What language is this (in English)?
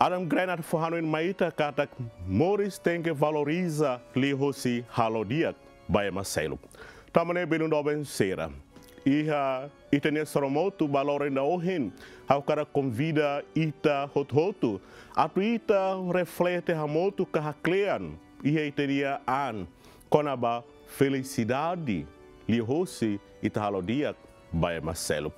Tetum